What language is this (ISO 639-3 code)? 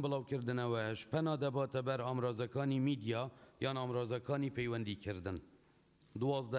ckb